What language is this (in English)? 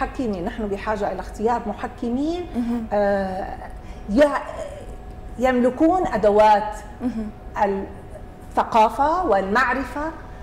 North Levantine Arabic